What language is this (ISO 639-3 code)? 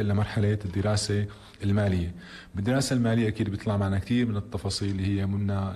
apc